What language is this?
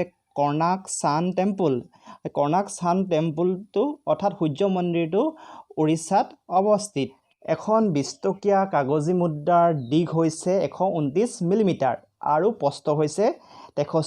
Assamese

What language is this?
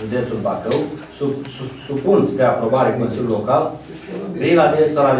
Romanian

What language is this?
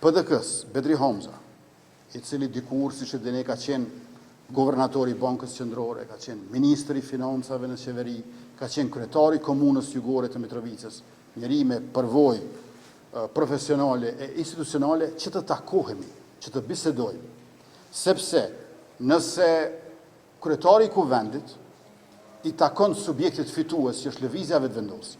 Albanian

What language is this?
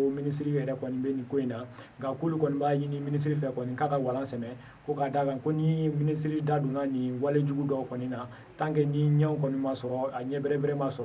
Bambara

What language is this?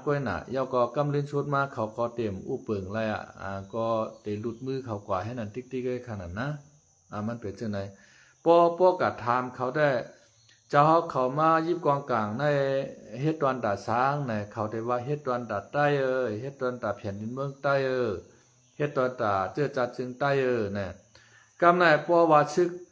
Shan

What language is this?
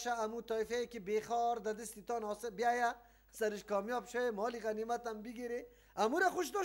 Persian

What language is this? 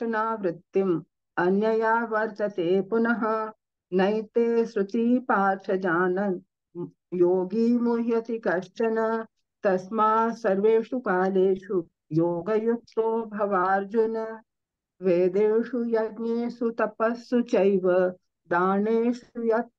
Sanskrit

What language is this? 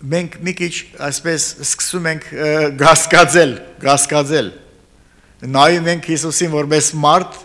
Armenian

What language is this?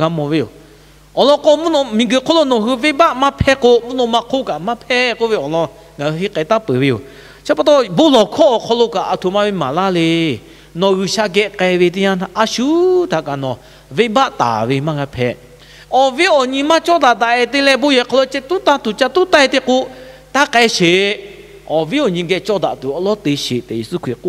Lahu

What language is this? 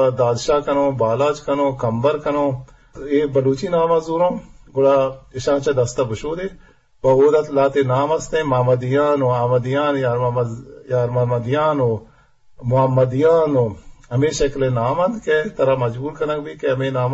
Eastern Balochi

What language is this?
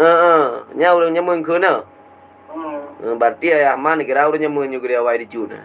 Achinese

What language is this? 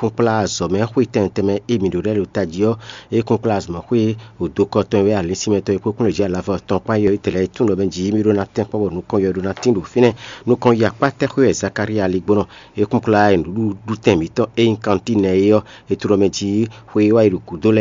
Fon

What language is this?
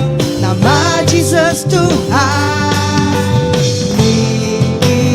Iban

